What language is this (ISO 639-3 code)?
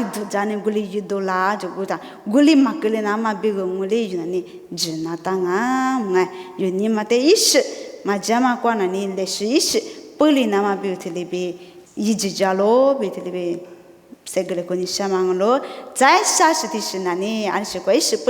lis